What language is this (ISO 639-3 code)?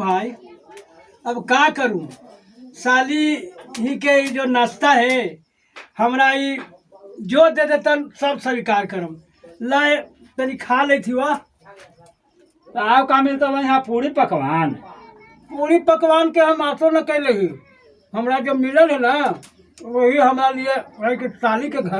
mag